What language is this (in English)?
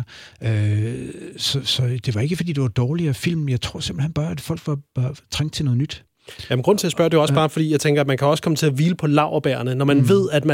Danish